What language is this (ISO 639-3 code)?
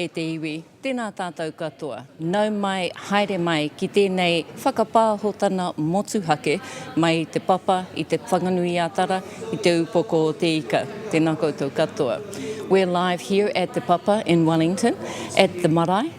mri